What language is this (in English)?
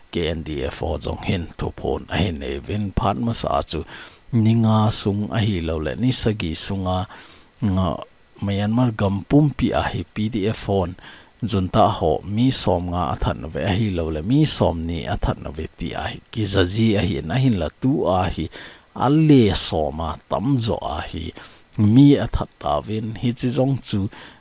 Thado Chin